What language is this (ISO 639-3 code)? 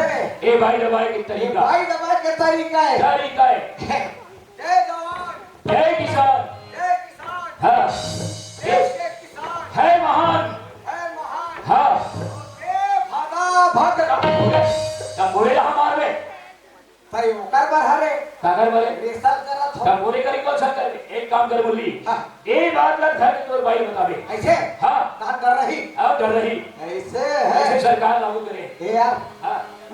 hne